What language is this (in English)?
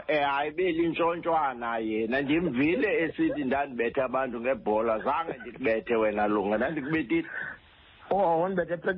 Xhosa